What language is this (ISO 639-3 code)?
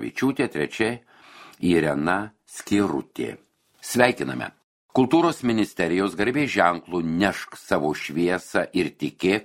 lit